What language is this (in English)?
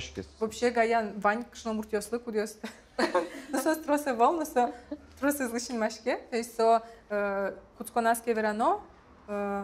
Udmurt